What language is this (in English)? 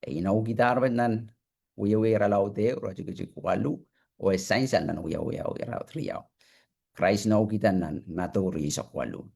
Pohnpeian